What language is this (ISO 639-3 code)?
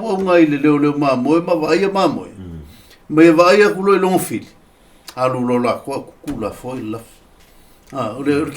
smo